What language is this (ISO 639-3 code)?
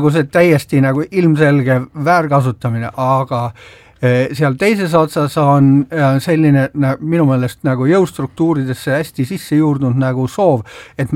est